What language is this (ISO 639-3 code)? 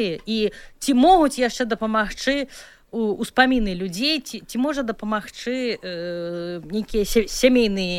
bel